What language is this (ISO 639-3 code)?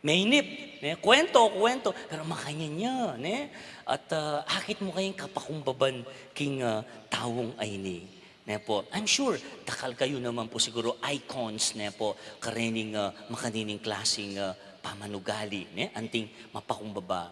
pam